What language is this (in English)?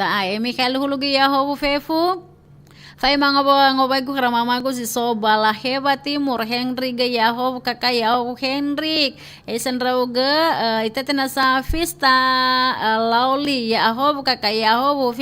Nias